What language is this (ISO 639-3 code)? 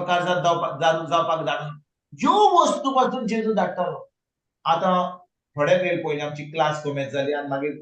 kok